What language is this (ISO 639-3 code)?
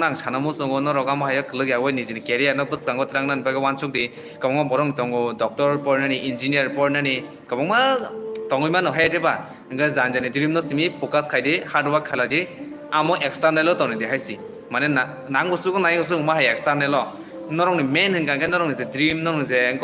trp